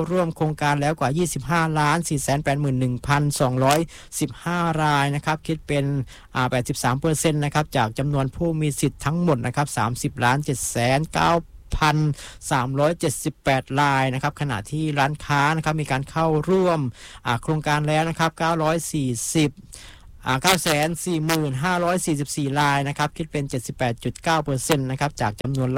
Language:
Thai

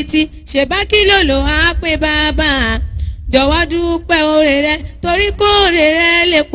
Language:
Yoruba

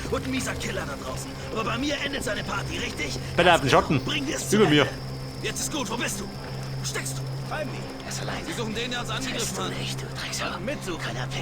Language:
Bavarian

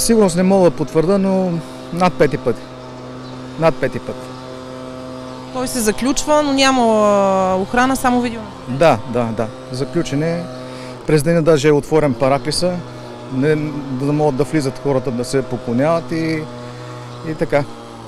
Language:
Bulgarian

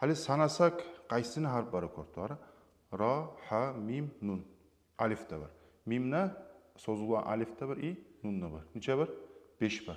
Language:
Kumyk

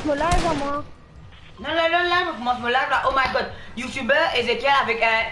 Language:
Morisyen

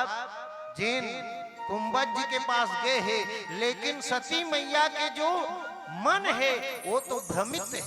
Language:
Chhattisgarhi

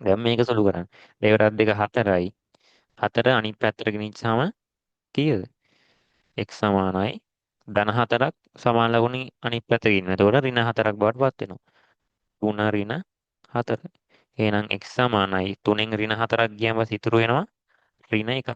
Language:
Sinhala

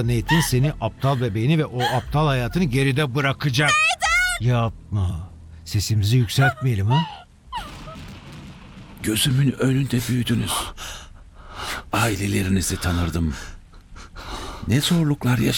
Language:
Turkish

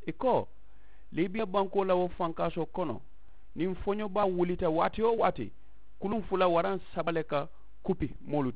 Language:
Mandingo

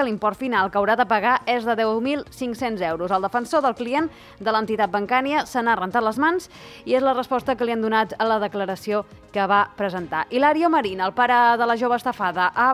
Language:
Catalan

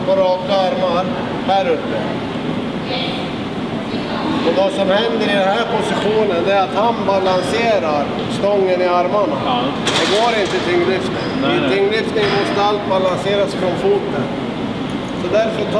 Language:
Swedish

